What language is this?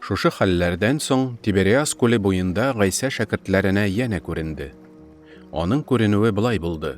Tatar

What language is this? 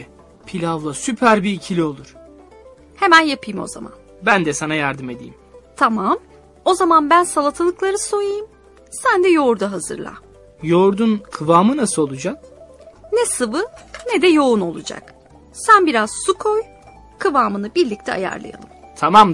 Turkish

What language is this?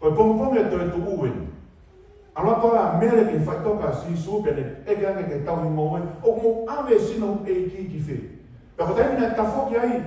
Tongan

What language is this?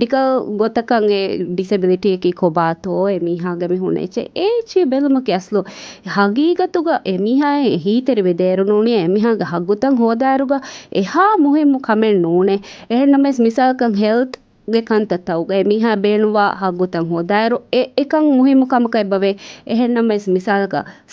Divehi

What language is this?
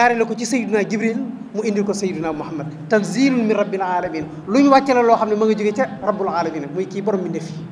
Wolof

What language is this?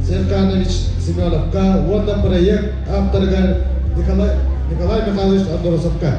Yakut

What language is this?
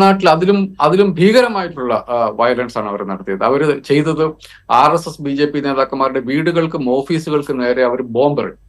Malayalam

